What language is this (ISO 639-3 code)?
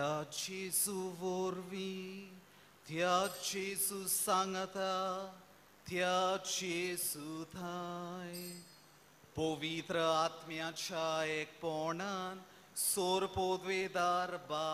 kok